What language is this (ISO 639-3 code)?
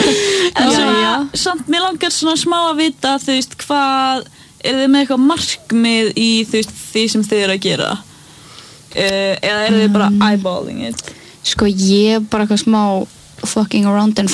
isl